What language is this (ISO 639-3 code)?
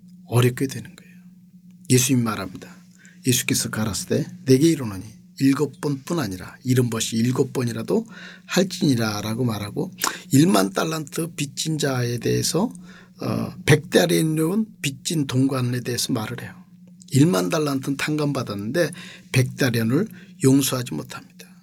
kor